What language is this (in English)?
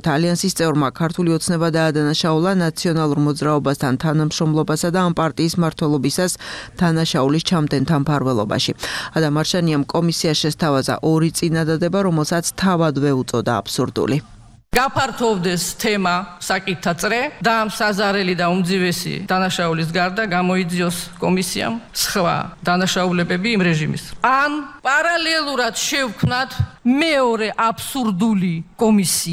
Georgian